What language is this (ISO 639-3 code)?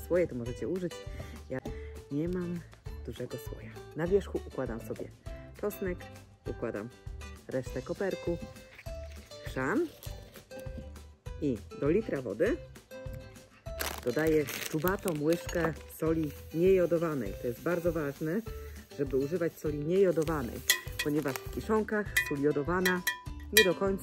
pol